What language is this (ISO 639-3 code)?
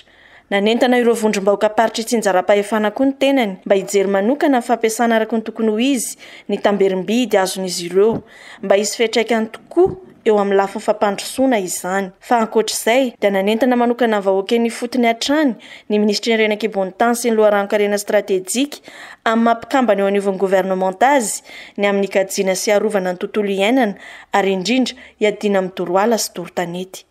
mlg